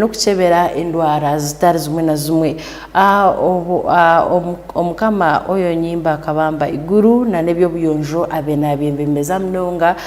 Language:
Tooro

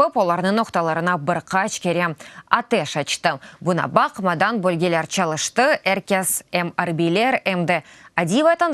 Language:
Crimean Tatar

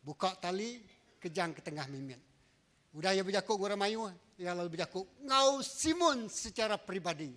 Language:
Iban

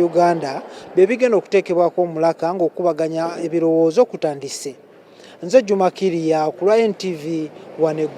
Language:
Ganda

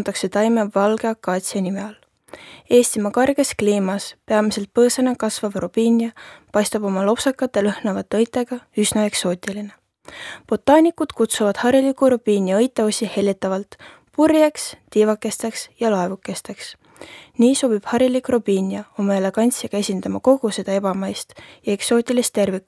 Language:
Estonian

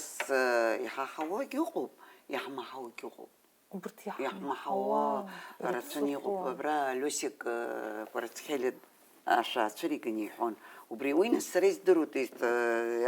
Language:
Abkhazian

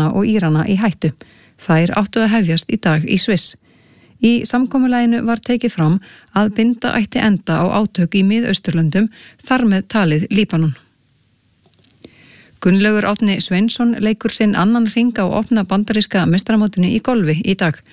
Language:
Icelandic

